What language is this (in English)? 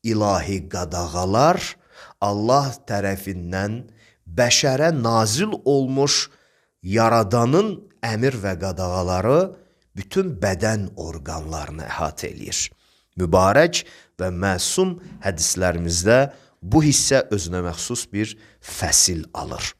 Azerbaijani